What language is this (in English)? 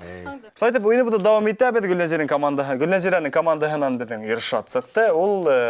Bashkir